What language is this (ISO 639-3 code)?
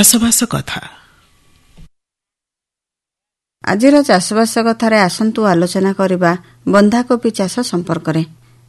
ori